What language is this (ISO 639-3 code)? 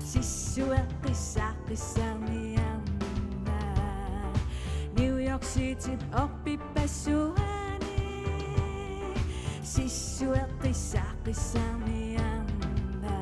kal